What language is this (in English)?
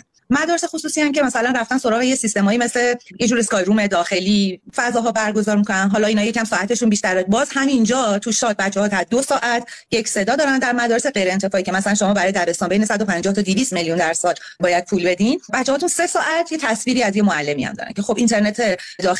Persian